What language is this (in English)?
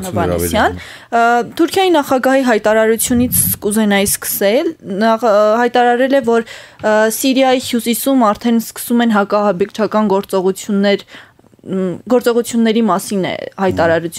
Armenian